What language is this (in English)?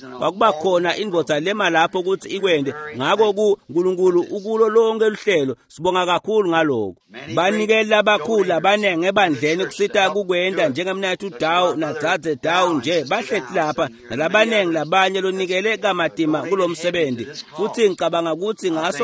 Swati